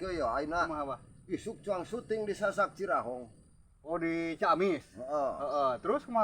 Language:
Sundanese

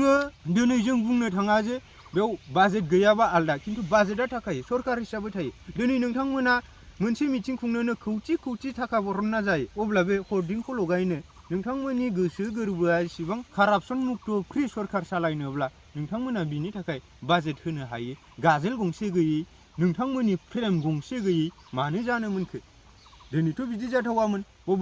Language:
Bodo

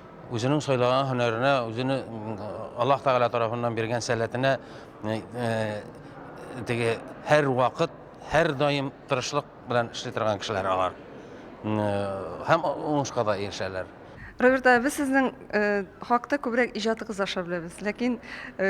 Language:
Tatar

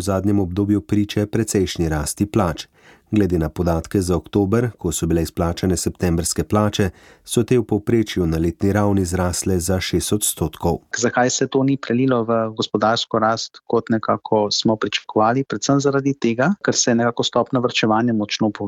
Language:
Slovenian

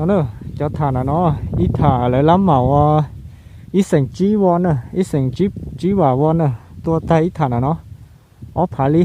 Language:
Hmong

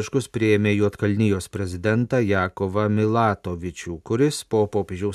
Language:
Lithuanian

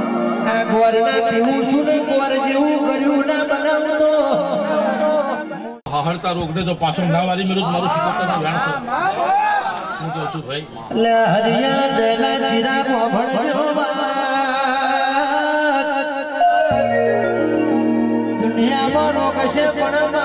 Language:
Gujarati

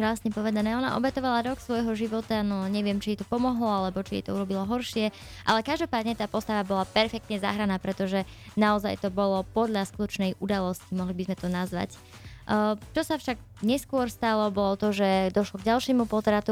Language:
Slovak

